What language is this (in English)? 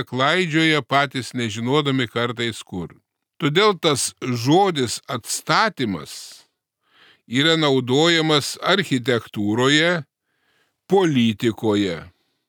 Lithuanian